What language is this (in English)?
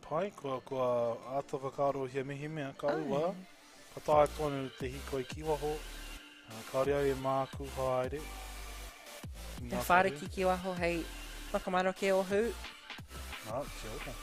Māori